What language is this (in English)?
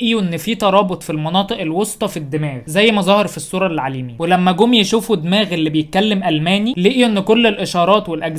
Egyptian Arabic